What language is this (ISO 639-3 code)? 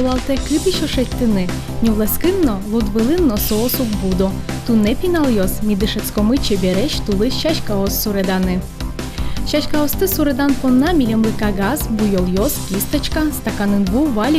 udm